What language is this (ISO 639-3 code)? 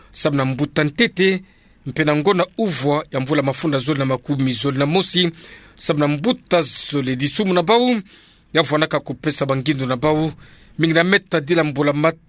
ktu